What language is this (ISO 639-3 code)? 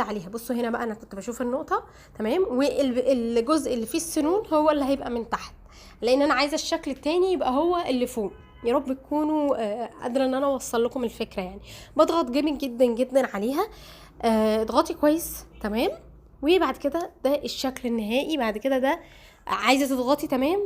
arz